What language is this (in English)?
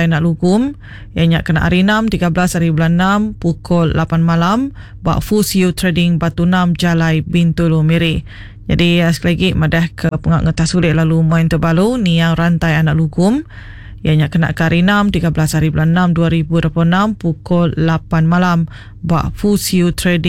Iban